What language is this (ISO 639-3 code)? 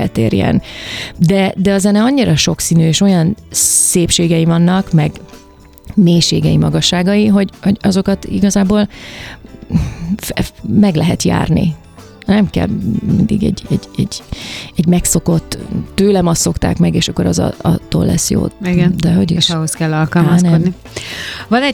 hun